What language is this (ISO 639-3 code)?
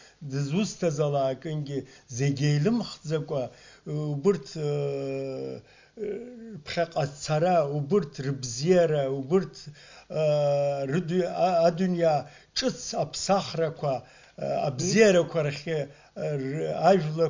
abk